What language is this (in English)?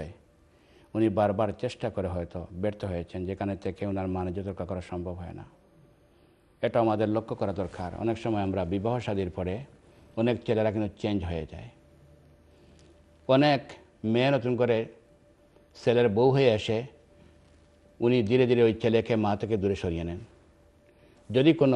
Bangla